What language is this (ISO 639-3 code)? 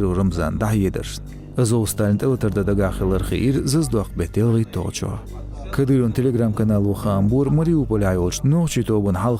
che